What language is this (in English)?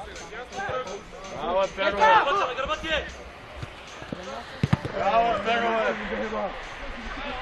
Bulgarian